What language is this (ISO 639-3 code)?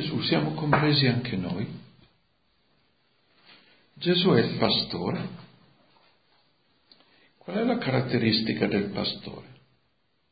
ita